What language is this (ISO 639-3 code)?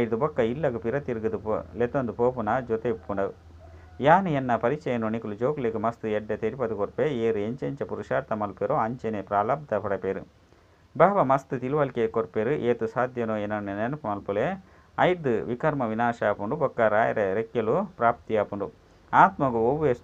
tcy